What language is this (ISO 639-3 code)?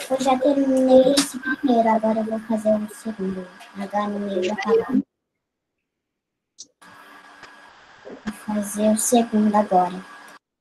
por